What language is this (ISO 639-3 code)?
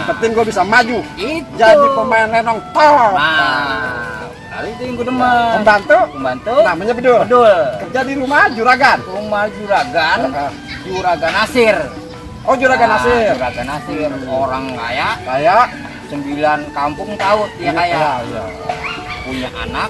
bew